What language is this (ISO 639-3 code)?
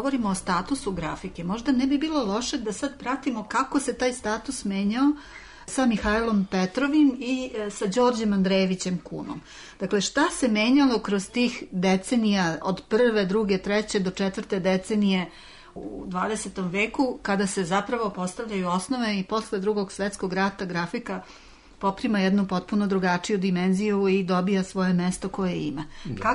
srp